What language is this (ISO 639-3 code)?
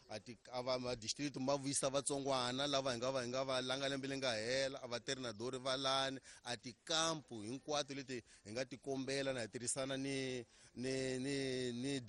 tso